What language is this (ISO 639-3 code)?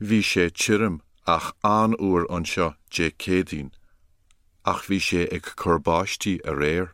gle